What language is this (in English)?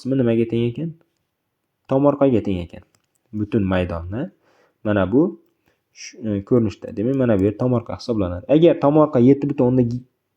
Uzbek